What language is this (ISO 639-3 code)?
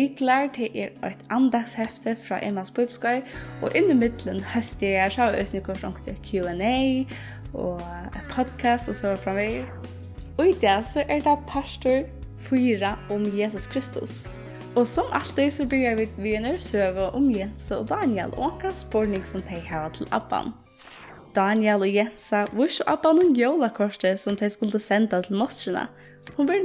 fao